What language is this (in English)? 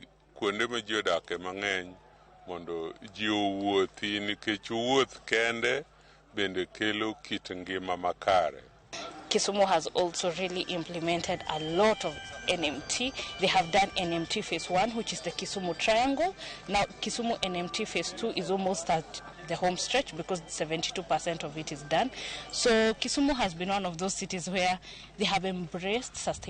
Luo (Kenya and Tanzania)